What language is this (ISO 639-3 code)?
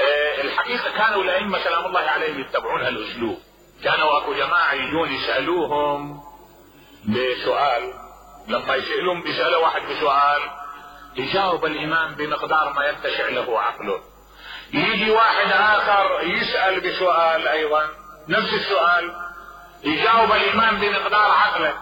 acm